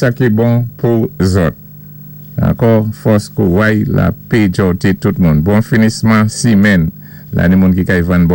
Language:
Saint Lucian Creole French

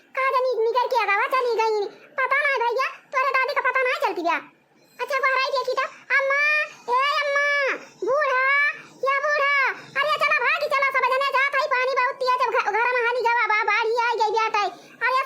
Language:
Awadhi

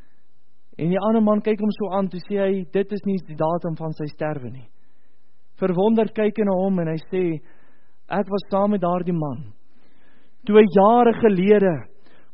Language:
Afrikaans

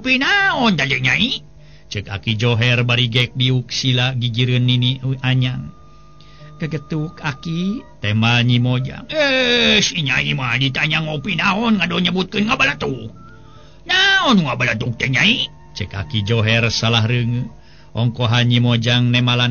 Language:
Sundanese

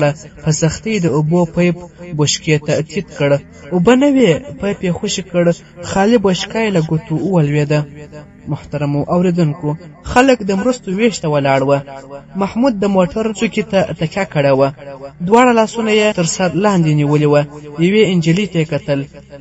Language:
Pashto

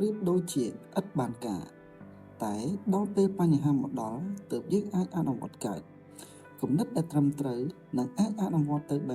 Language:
Khmer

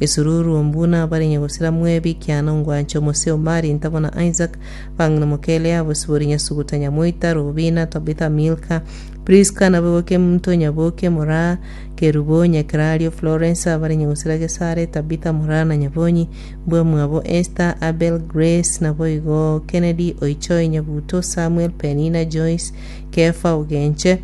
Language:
Gusii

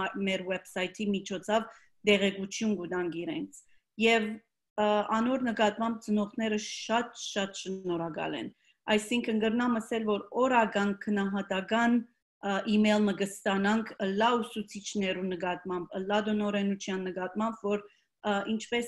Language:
Western Armenian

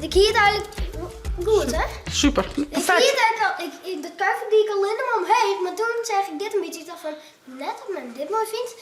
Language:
Western Frisian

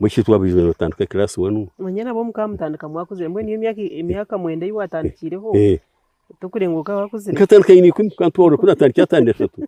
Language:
Nyankole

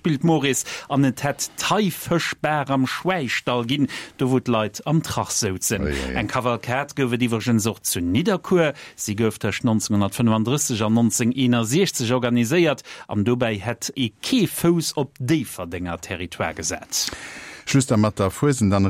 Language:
Luxembourgish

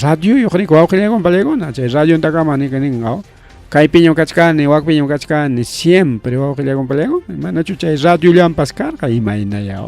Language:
Ayacucho Quechua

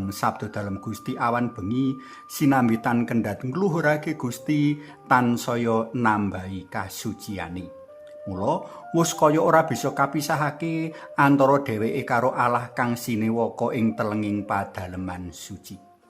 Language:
Javanese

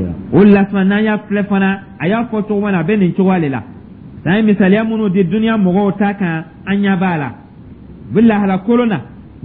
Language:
Dyula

